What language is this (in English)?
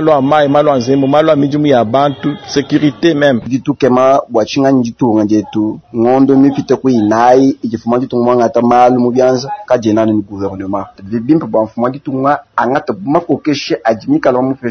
Luba-Lulua